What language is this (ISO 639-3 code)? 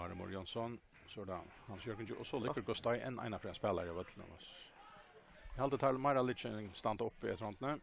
fao